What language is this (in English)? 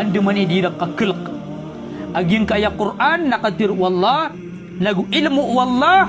Maranao